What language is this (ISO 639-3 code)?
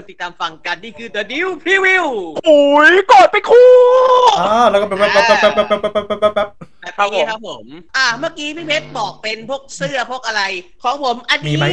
tha